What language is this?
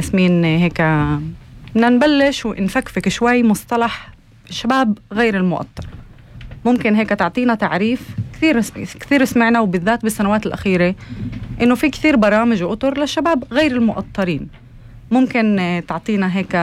North Levantine Arabic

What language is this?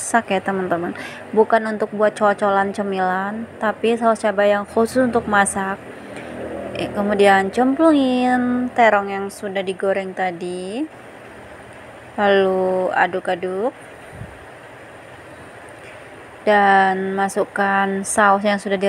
Indonesian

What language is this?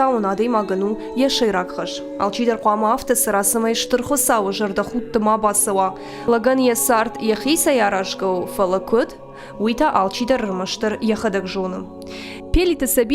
Ossetic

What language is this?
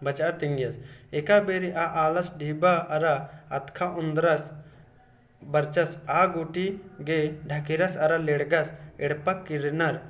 Kurukh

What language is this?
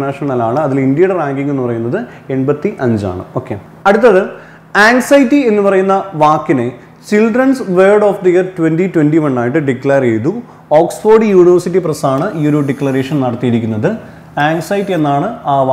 Malayalam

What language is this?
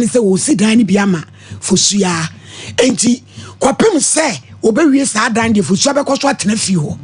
Akan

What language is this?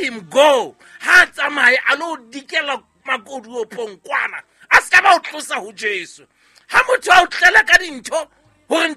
Southern Sotho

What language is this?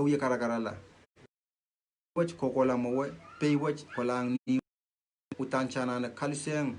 Pohnpeian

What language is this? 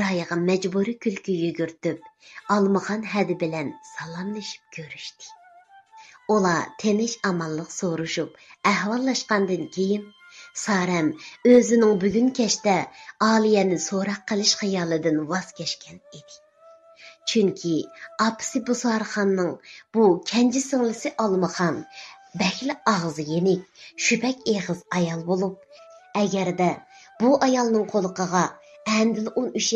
Uyghur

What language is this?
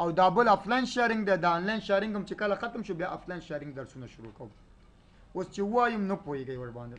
Pashto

